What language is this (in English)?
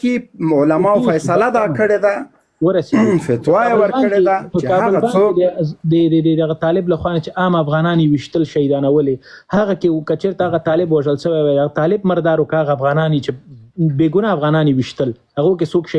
Pashto